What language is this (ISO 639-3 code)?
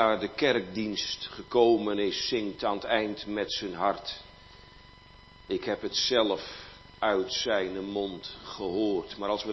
nld